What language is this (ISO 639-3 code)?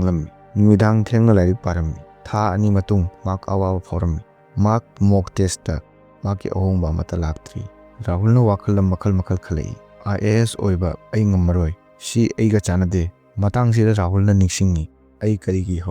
mni